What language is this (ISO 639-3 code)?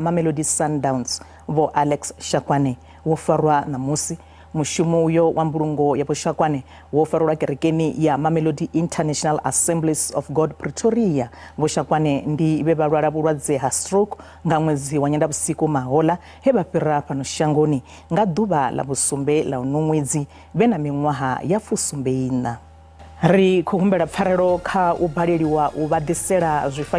ven